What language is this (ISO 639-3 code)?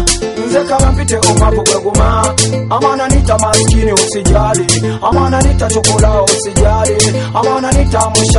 swa